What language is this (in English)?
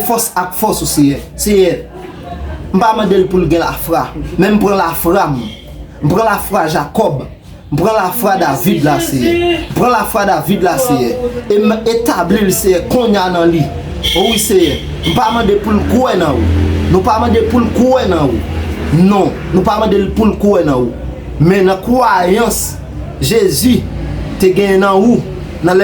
Haitian Creole